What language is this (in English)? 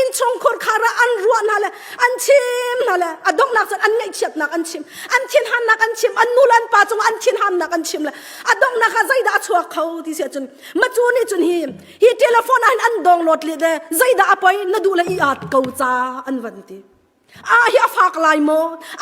Hakha Chin